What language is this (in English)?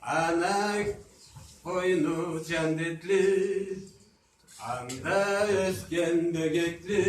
Karachay-Balkar